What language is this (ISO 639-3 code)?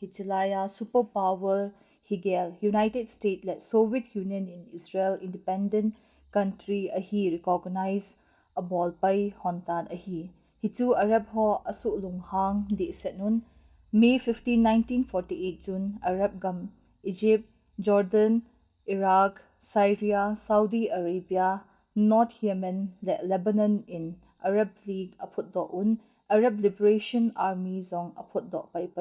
tcz